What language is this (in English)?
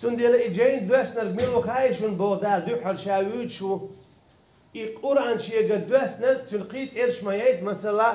Chechen